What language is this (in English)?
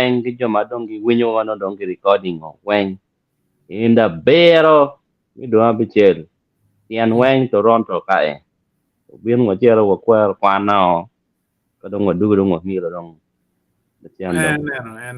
Acoli